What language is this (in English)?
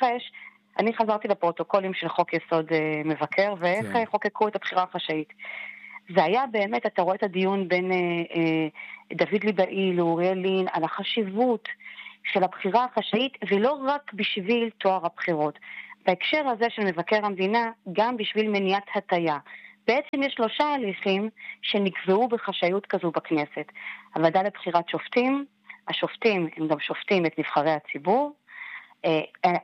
Hebrew